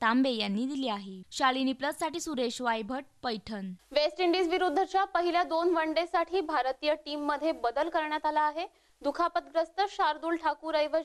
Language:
Marathi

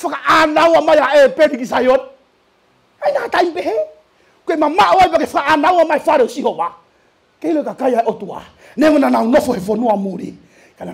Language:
Tongan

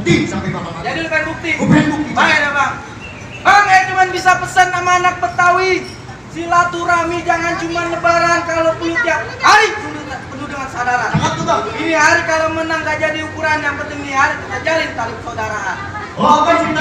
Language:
Betawi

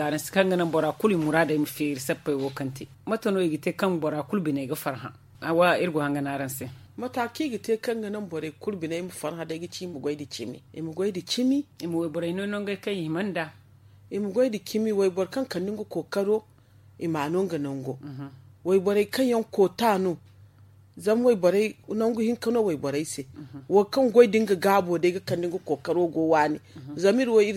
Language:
Zarma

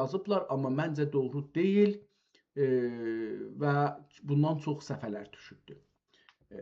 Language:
South Azerbaijani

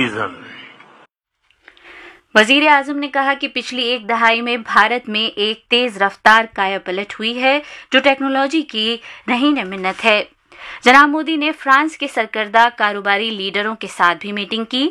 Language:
Urdu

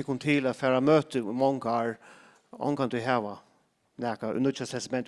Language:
Faroese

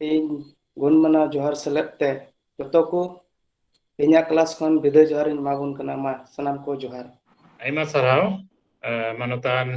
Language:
Santali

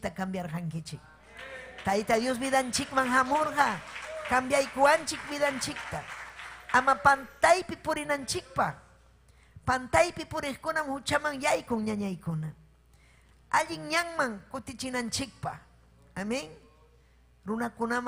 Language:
Ayacucho Quechua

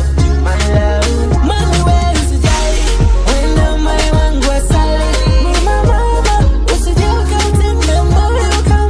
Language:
Swahili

